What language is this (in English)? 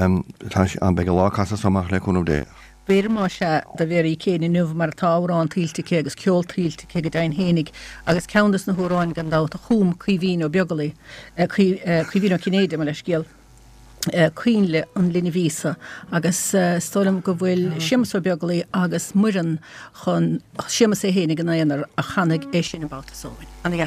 Irish